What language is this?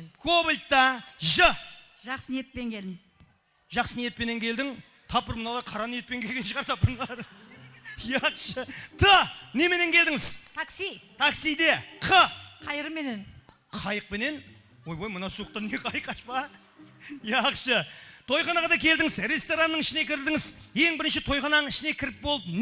Kara-Kalpak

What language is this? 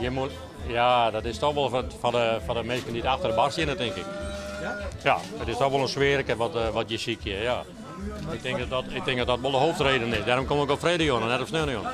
Western Frisian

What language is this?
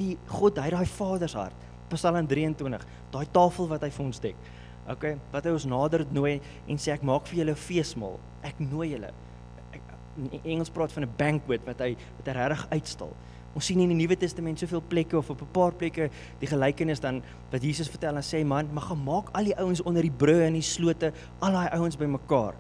Afrikaans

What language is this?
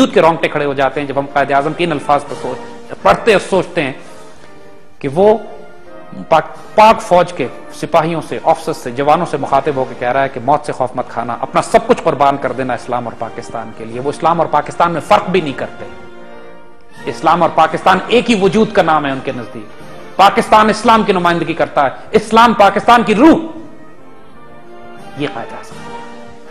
Urdu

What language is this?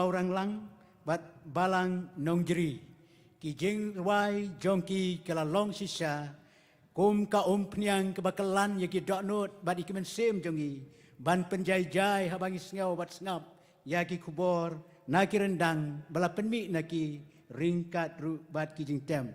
Khasi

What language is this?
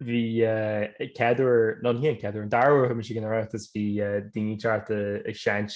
Irish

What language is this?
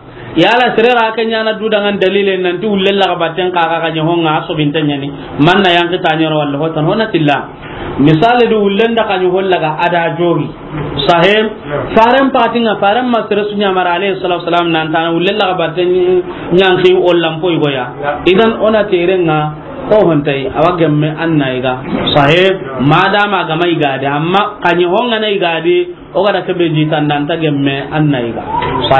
Soninke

